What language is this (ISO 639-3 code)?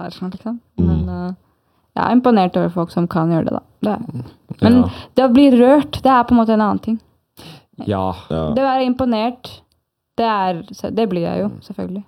nor